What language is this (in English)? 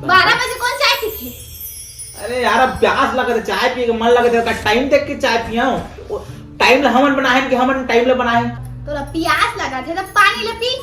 Chhattisgarhi